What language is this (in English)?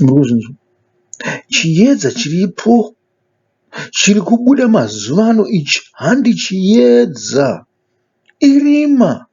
Shona